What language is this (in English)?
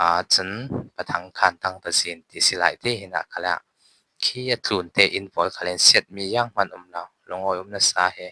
Falam Chin